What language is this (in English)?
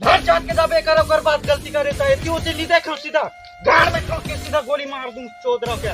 Chhattisgarhi